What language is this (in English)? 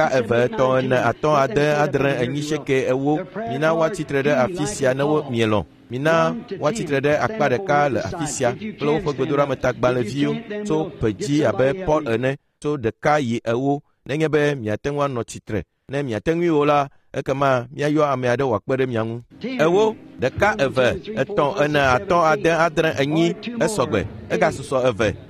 Ewe